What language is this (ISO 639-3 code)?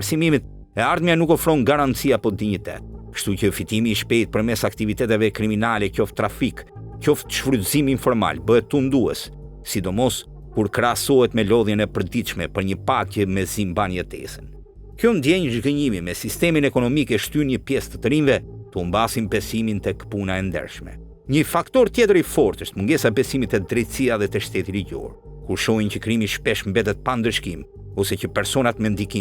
sqi